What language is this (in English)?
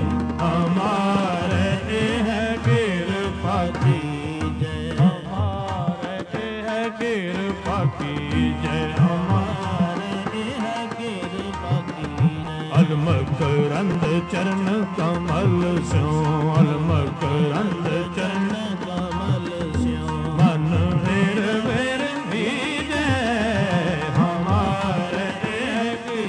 Punjabi